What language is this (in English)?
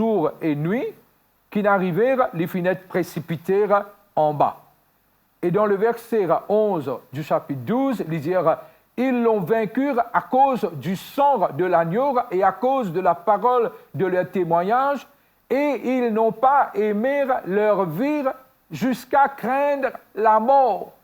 Morisyen